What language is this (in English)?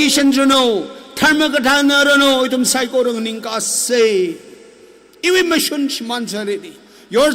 Tangkhul Naga (India)